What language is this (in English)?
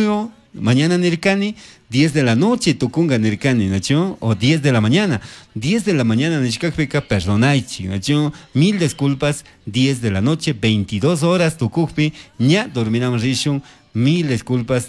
Chimborazo Highland Quichua